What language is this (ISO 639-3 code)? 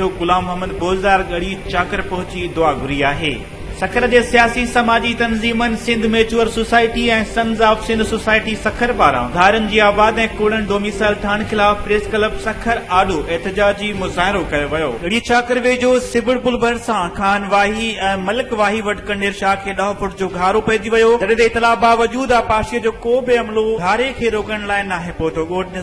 snd